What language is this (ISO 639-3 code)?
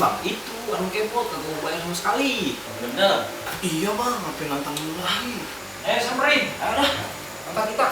bew